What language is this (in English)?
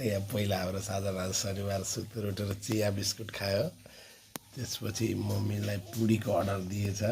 Nepali